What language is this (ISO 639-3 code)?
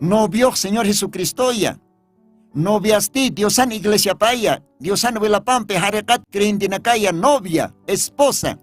aym